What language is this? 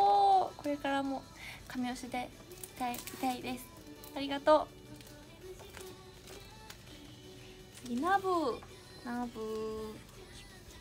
Japanese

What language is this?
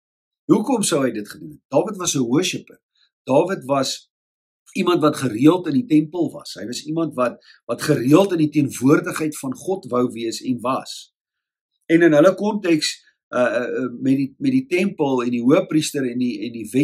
Afrikaans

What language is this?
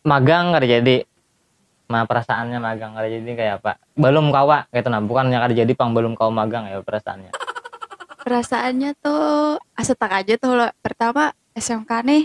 Banjar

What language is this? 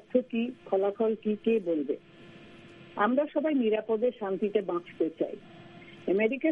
Bangla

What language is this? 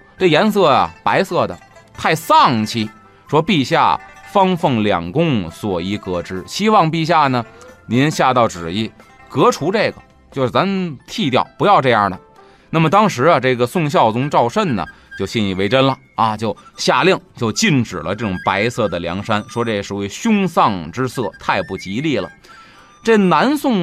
Chinese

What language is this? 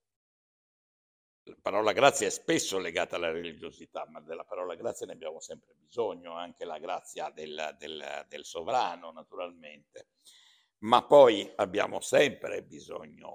Italian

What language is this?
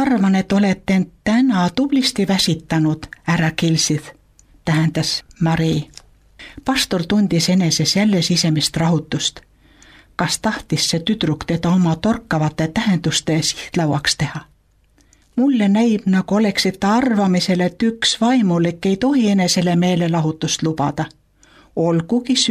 Estonian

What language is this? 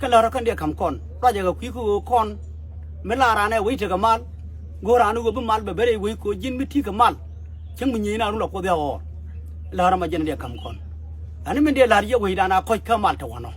Nuer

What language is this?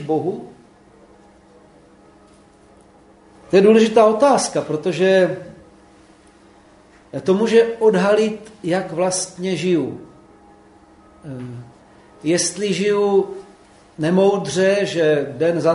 Czech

